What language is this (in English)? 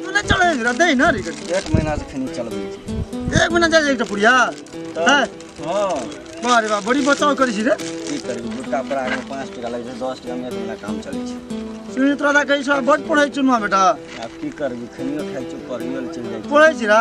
Maithili